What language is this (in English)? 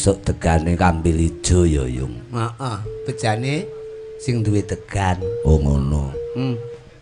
Javanese